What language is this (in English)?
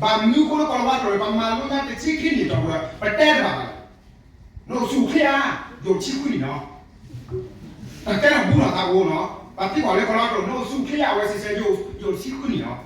S'gaw Karen